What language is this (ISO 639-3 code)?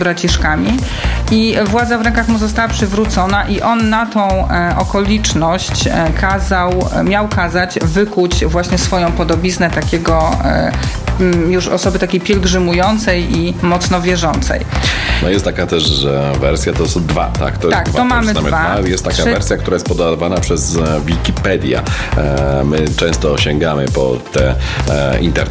pol